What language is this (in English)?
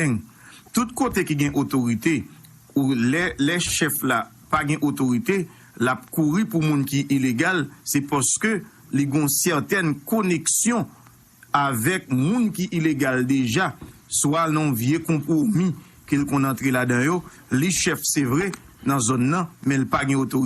Haitian Creole